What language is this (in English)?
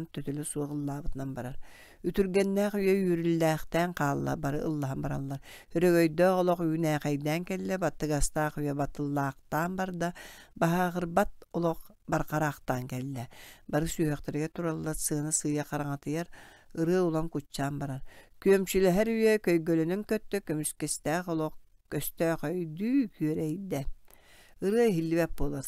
Yakut